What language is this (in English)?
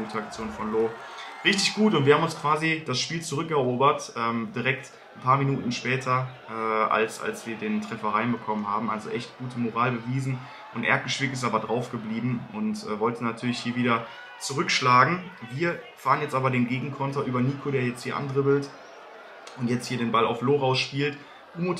German